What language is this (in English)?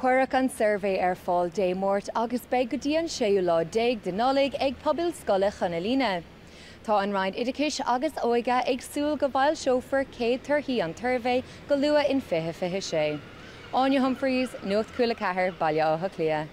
Irish